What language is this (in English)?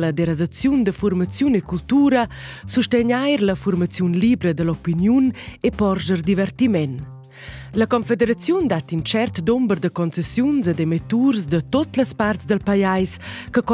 Romansh